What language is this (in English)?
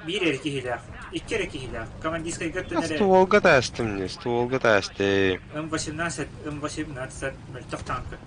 Yakut